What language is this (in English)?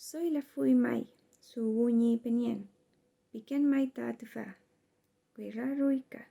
Mapuche